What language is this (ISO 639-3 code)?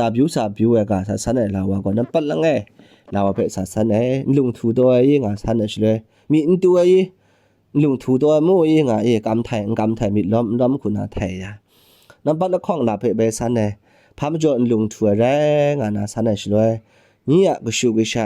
kac